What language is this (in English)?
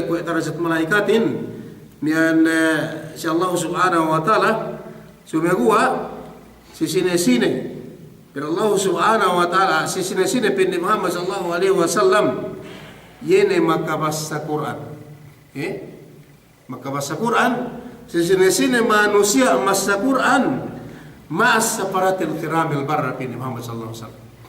Yakan